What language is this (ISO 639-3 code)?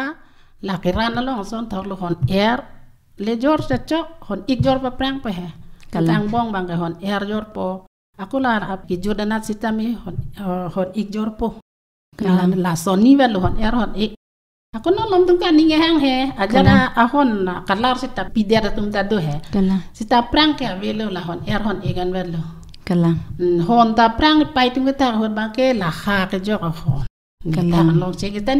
mjw